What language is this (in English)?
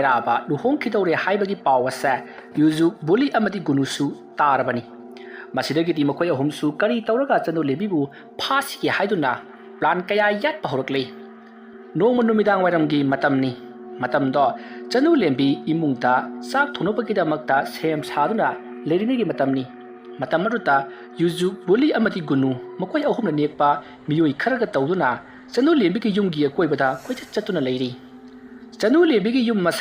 Manipuri